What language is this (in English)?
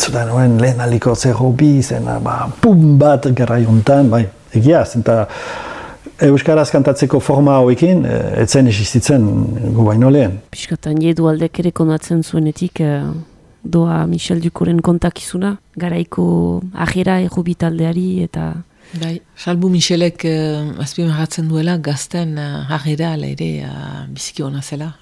Basque